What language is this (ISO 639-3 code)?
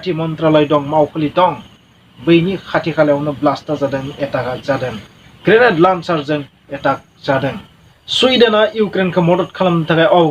brx